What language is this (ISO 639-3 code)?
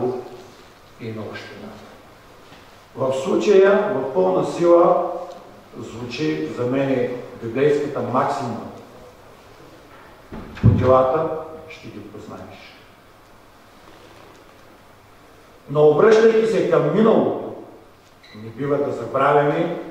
bul